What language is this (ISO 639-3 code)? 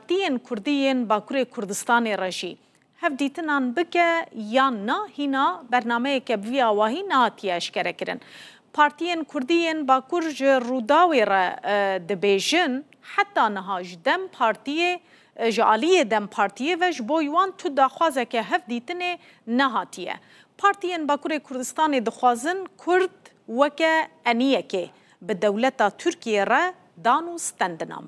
kur